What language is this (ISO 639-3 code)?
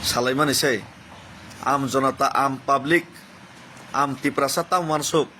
trp